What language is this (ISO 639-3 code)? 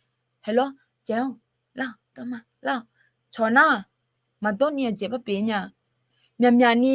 ahk